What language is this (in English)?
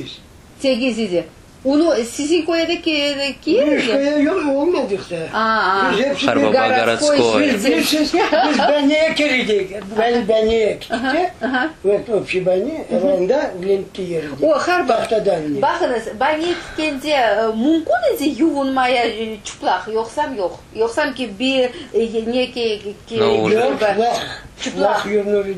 Crimean Tatar